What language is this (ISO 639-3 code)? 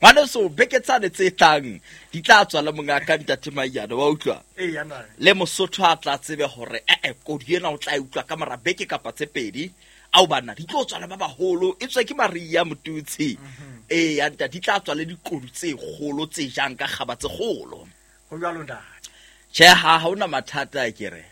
sot